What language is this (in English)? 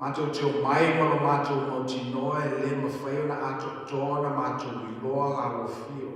Samoan